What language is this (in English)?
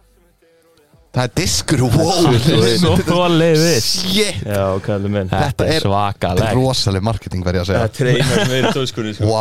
Icelandic